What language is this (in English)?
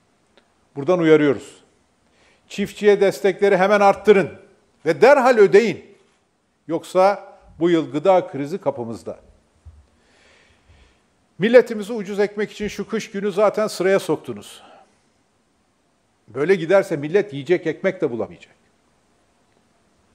Turkish